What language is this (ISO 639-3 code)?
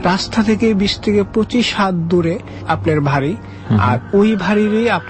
ben